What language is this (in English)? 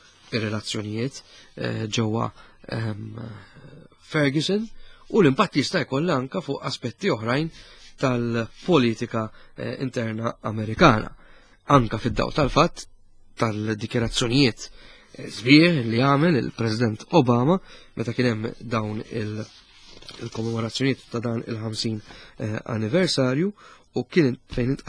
Maltese